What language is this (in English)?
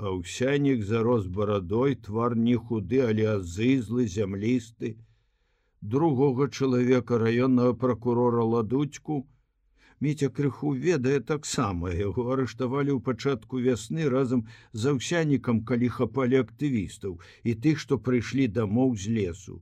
Belarusian